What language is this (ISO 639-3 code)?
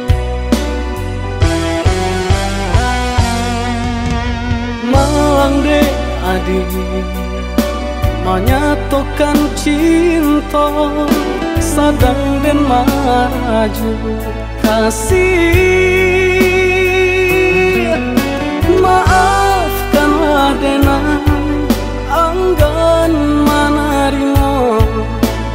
min